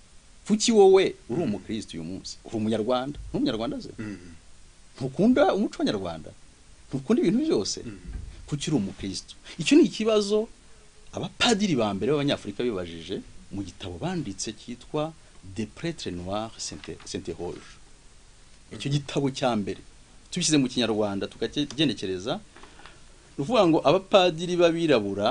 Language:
Kinyarwanda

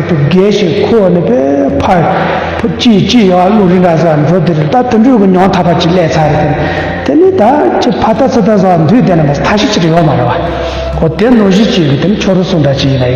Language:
Tibetan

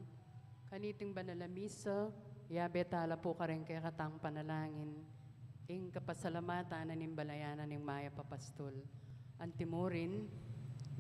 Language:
Pampanga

